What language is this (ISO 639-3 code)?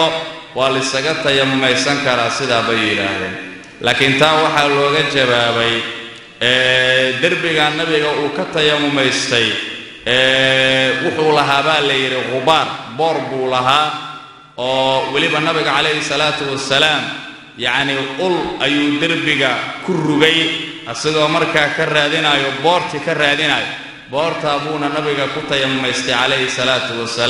som